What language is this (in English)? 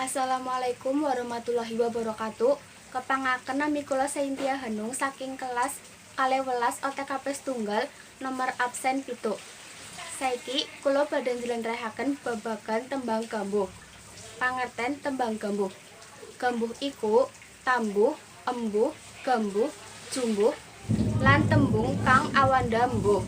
Javanese